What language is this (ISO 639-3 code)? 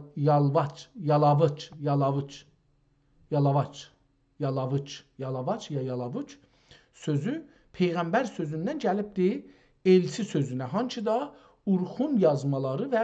azb